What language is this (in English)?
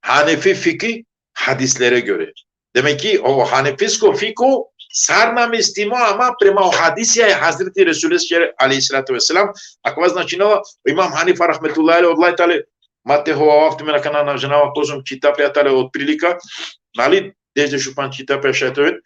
Balkan Romani